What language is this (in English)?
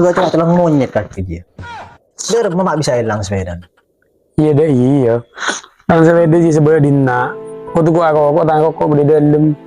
Madurese